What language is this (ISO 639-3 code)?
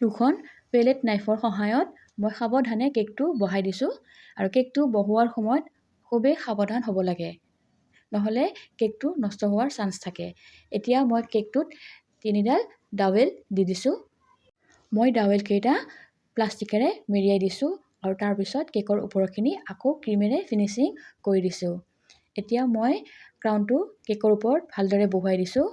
asm